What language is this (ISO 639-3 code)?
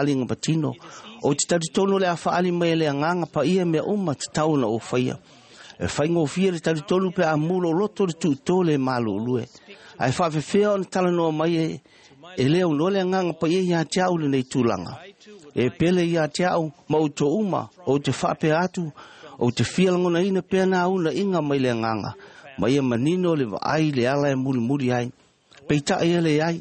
smo